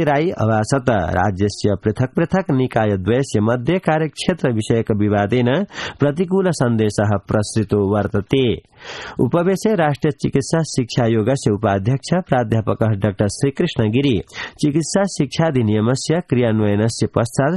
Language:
Sanskrit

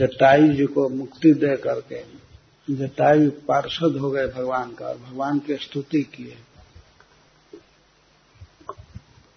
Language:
Hindi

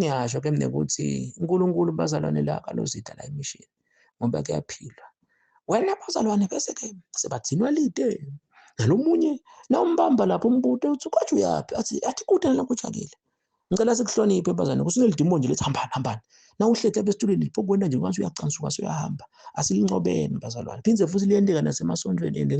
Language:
Zulu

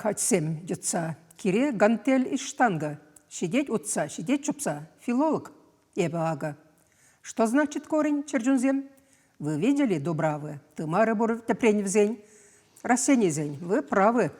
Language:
Chuvash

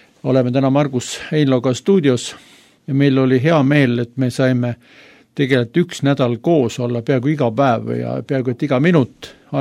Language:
Estonian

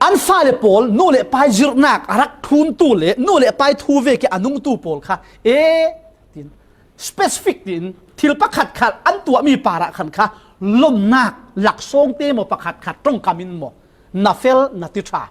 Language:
Falam Chin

